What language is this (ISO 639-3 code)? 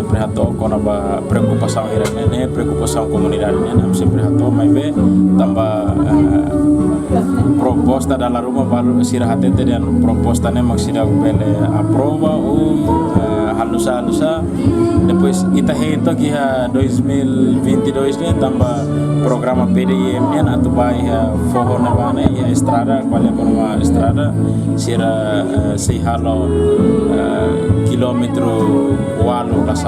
tet